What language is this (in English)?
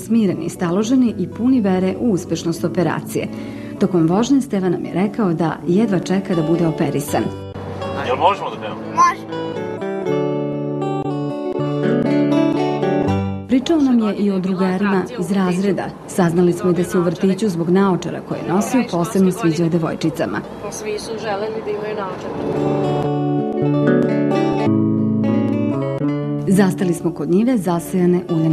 Serbian